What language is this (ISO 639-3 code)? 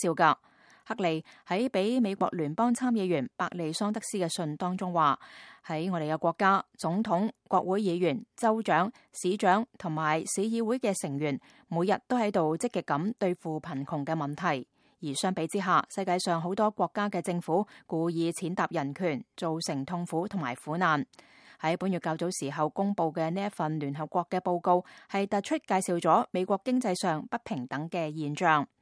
yue